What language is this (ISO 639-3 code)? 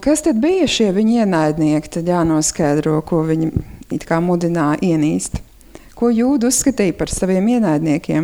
lav